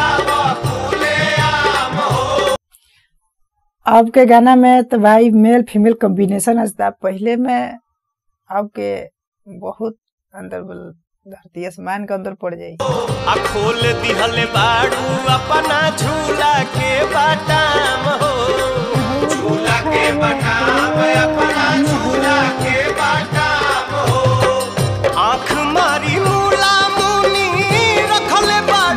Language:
Bhojpuri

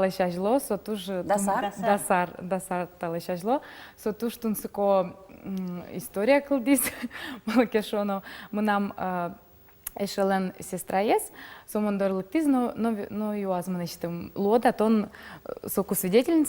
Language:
Udmurt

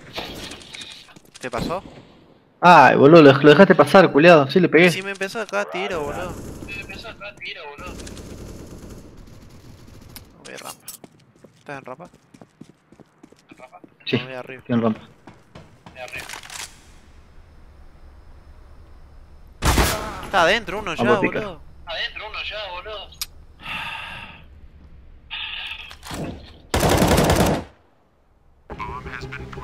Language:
Spanish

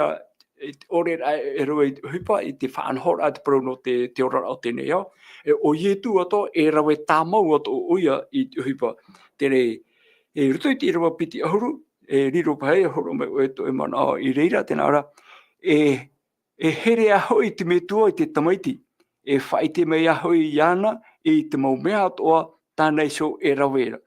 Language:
Tahitian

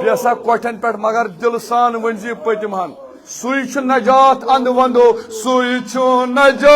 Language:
Kashmiri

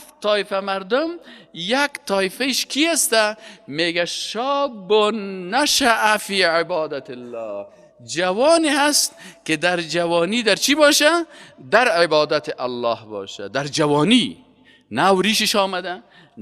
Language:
Persian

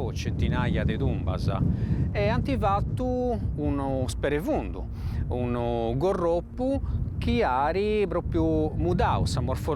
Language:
Sardinian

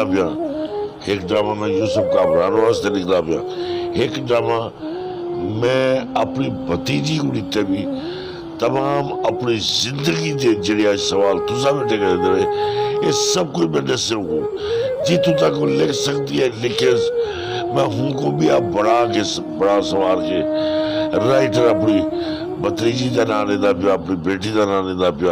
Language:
Saraiki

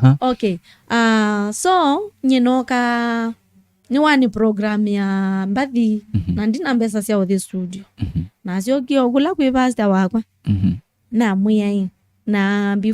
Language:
Kamba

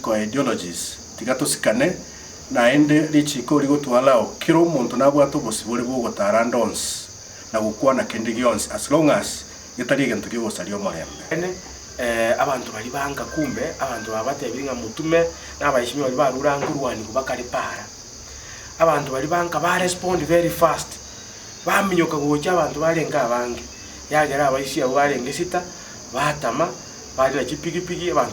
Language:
Gusii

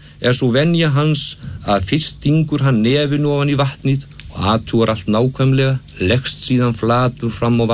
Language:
Icelandic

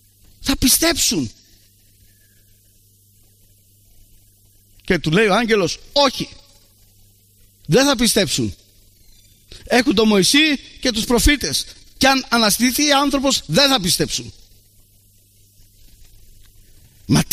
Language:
Greek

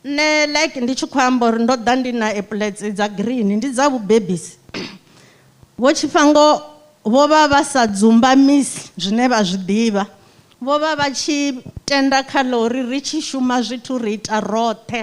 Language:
Venda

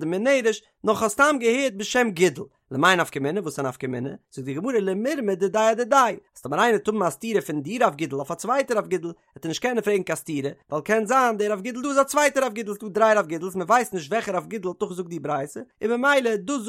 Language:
Yiddish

